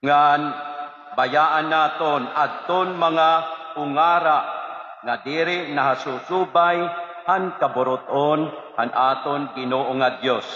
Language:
Waray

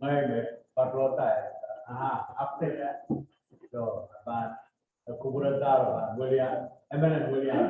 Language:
Pohnpeian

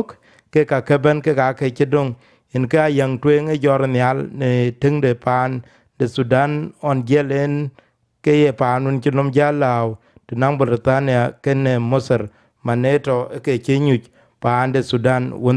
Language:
Dinka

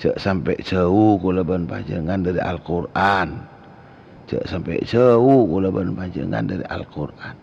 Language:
Madurese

